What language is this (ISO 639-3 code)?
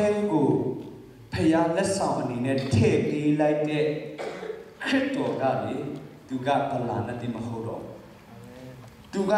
mya